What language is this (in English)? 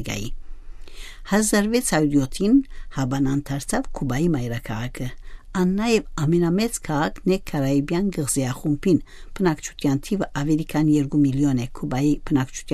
Western Armenian